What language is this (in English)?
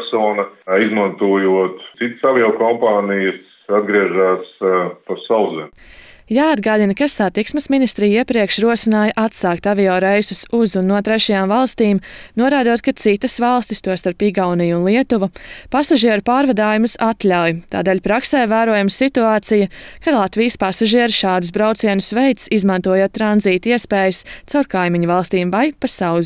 Latvian